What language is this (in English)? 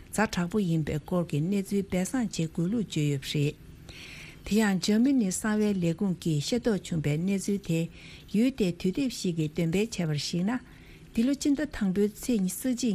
Tibetan